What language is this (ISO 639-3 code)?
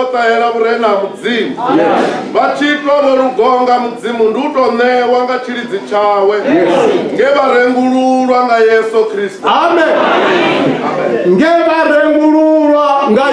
ven